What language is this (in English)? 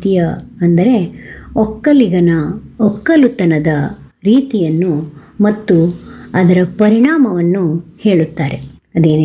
Kannada